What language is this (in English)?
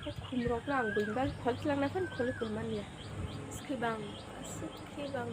Kok Borok